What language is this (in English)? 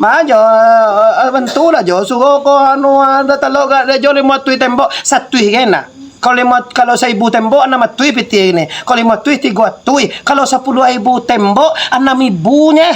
Minangkabau